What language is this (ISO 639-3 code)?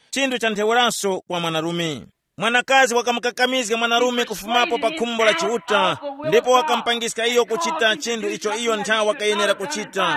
tum